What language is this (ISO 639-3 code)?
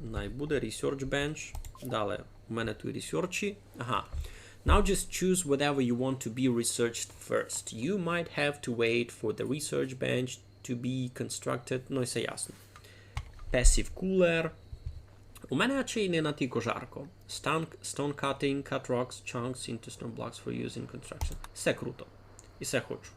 rue